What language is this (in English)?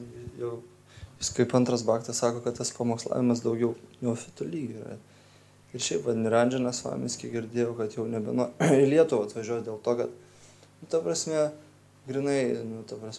Lithuanian